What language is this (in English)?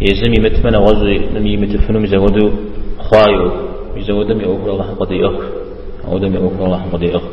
Kabardian